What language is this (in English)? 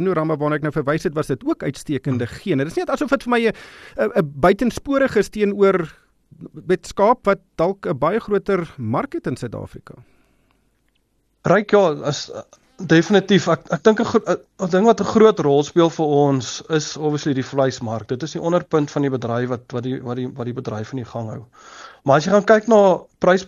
Afrikaans